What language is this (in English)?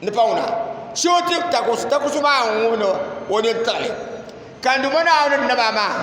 Dagbani